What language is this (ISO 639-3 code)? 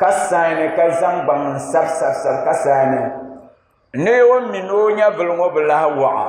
dag